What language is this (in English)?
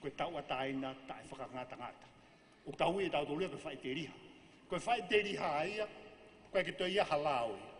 Tongan